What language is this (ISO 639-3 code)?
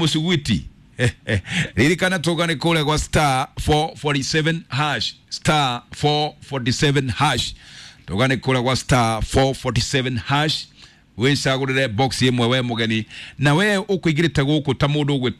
kik